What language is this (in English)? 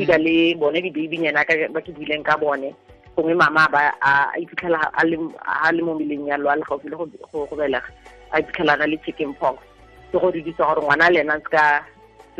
Tswana